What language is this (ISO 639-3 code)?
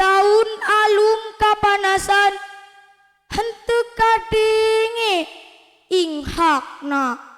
sun